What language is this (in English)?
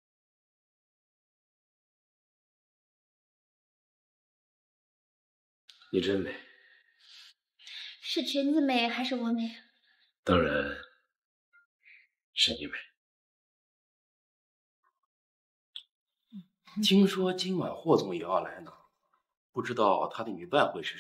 Chinese